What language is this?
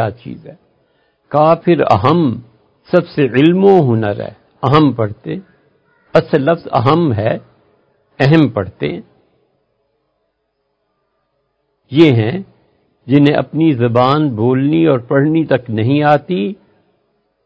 Urdu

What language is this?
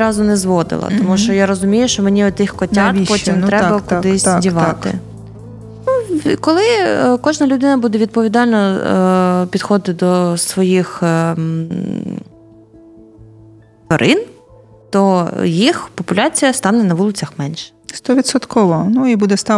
Ukrainian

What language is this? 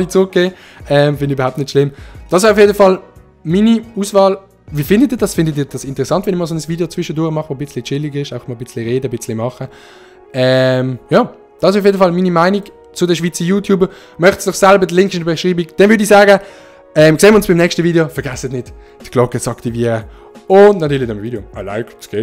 Swiss German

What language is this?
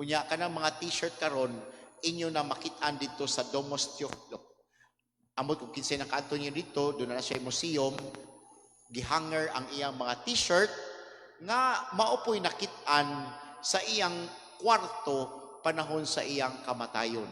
Cebuano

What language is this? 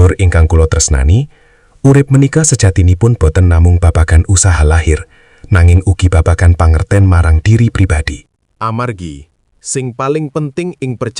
Javanese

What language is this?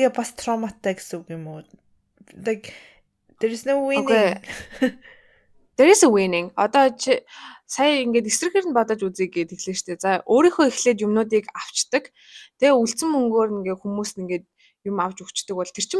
Mongolian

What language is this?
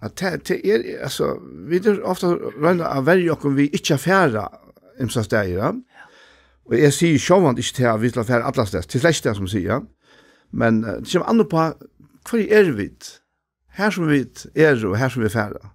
Faroese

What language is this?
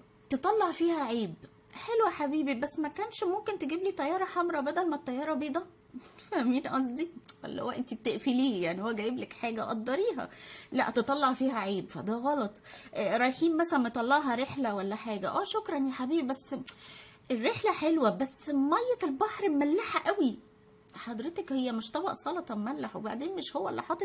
Egyptian Arabic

